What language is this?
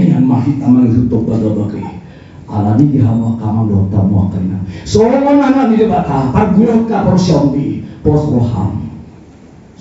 Batak Toba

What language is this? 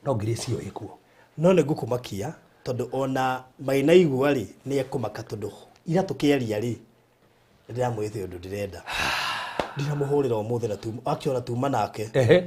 Kikuyu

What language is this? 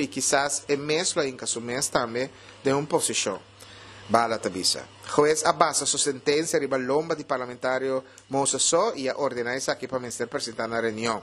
Papiamento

